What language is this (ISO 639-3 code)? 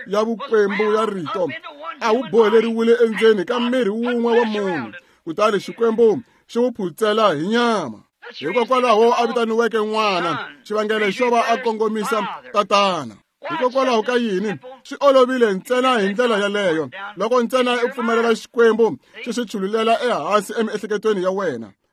tso